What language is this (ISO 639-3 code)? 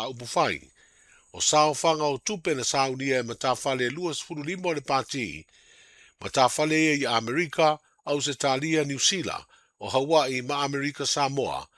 smo